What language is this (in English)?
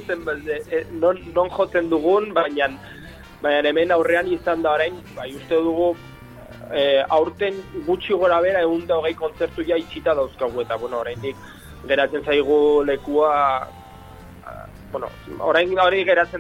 Basque